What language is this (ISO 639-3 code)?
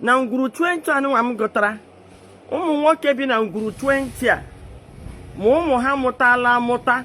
ibo